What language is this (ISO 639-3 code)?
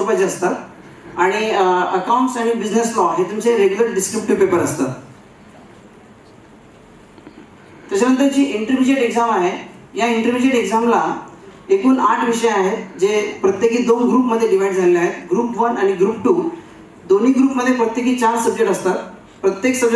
mar